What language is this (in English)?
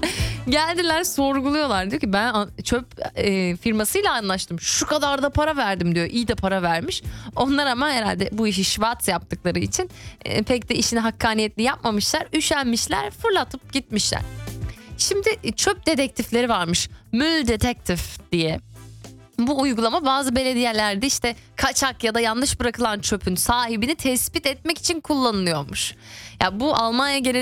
Turkish